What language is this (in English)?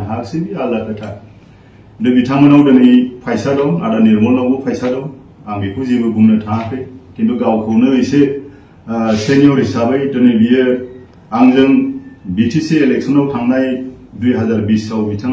Bodo